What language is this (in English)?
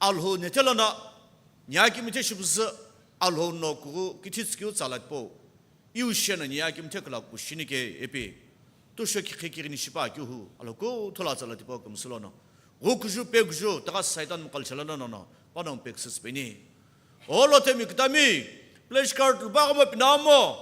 Sumi Naga